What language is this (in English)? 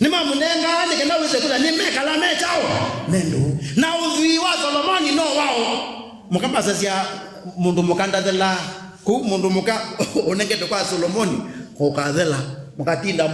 Kamba